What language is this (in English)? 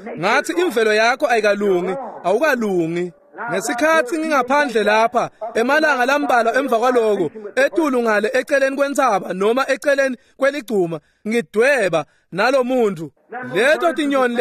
Swati